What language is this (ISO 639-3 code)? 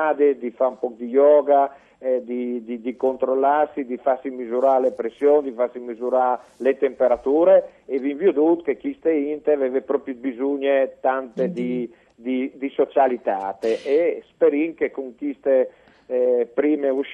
fur